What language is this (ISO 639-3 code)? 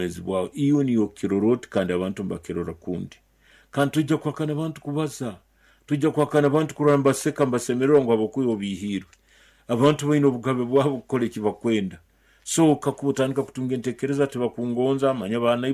nyo